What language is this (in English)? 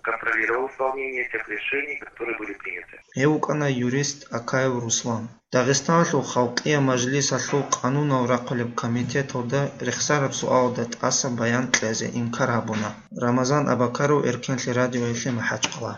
Avaric